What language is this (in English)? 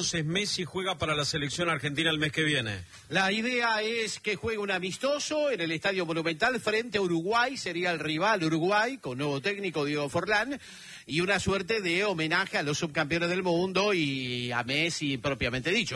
Spanish